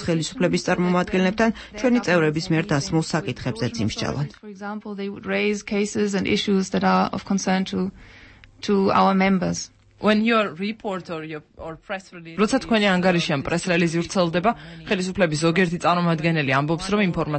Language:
Georgian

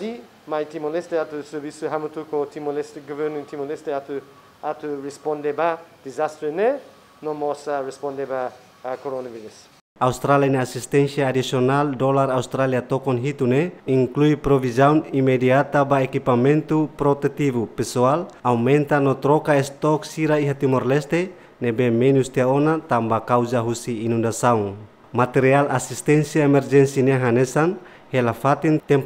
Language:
Tetum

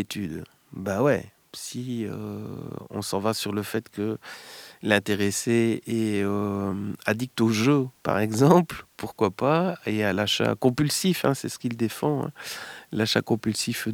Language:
French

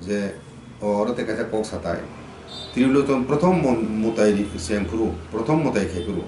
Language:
Kok Borok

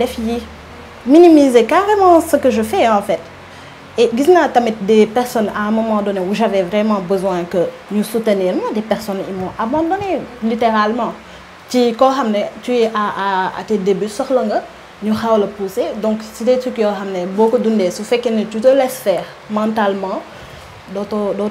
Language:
Wolof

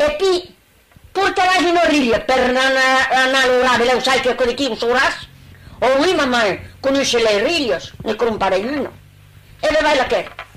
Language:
Occitan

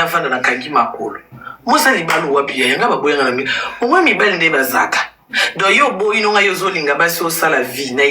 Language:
Lingala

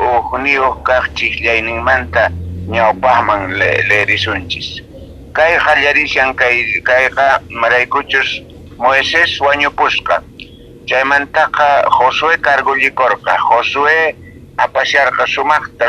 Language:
South Bolivian Quechua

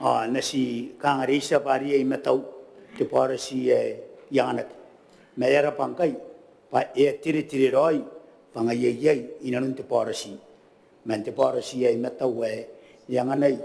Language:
Gilbertese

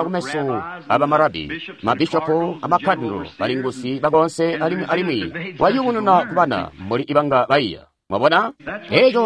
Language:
Tonga (Zambia)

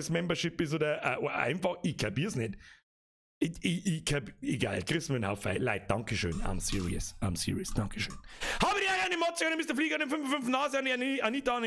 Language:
Bavarian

